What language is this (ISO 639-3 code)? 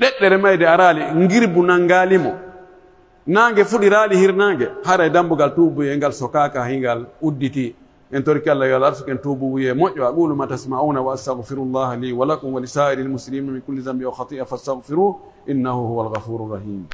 fuf